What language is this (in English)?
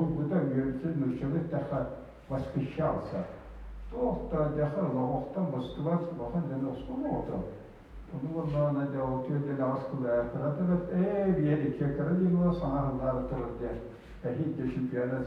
Yakut